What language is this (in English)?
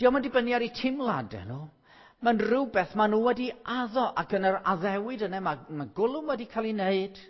Welsh